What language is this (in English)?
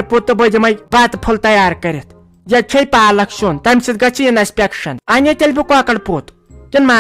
Kashmiri